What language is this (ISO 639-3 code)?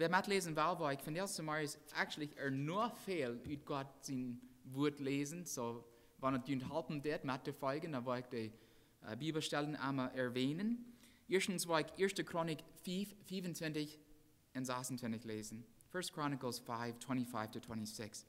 pdt